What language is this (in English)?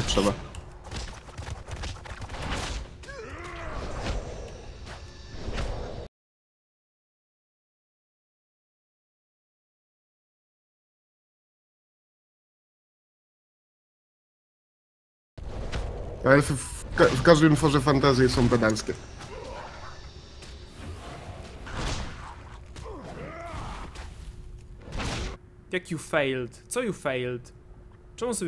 Polish